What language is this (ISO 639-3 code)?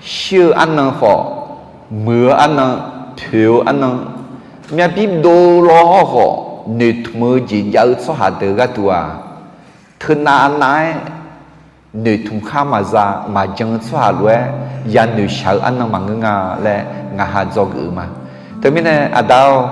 ahk